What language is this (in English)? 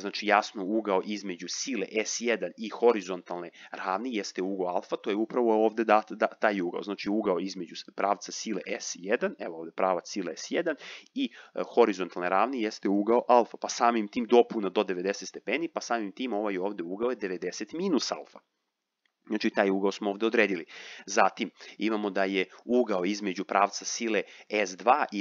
Serbian